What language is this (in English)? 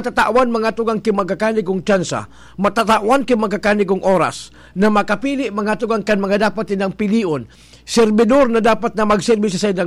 Bikol